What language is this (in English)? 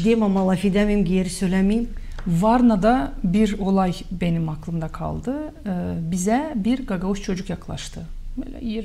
Gagauz